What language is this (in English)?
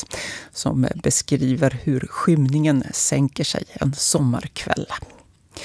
Swedish